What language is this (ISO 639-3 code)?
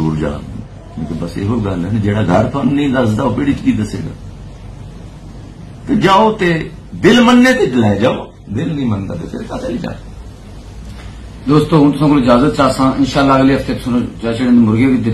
pan